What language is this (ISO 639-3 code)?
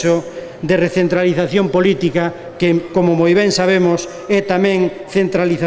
glg